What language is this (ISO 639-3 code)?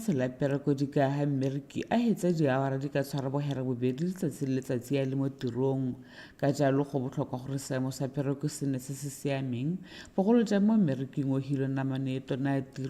tsn